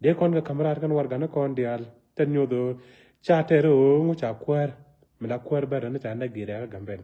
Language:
Nuer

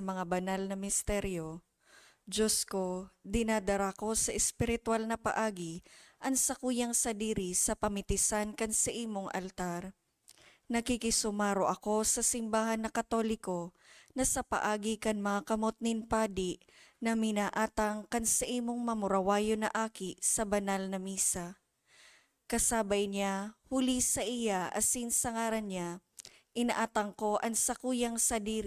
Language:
Bikol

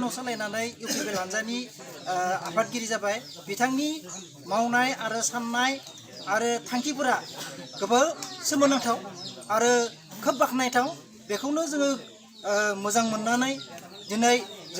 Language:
Bodo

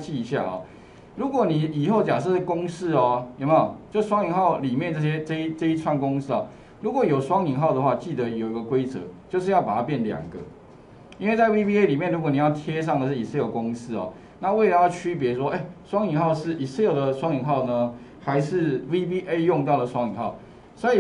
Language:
Chinese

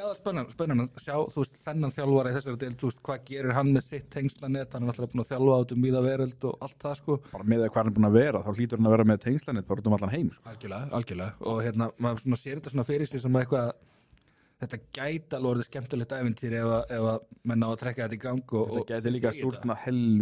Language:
Icelandic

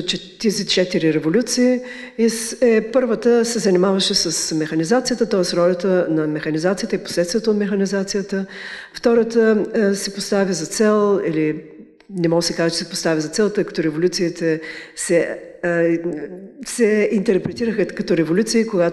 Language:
Bulgarian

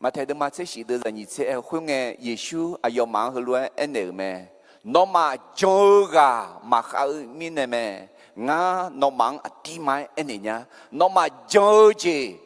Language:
Akha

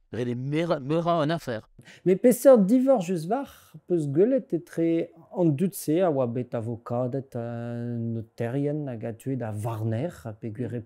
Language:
Breton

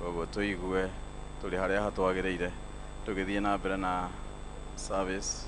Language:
Kikuyu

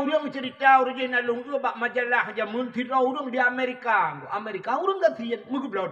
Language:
Achinese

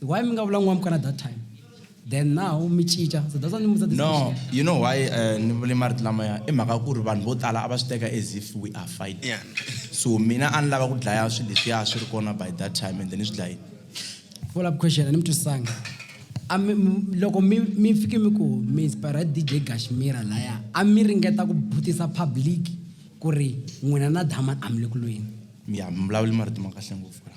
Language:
Tsonga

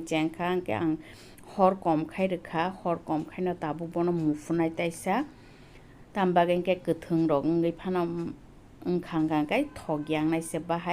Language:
Kok Borok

